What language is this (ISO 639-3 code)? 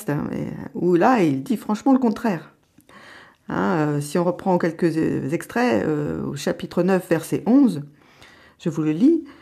fra